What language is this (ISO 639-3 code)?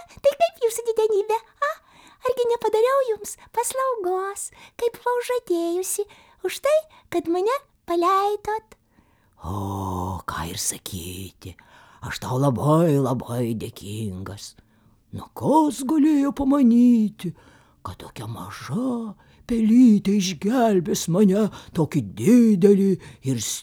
lit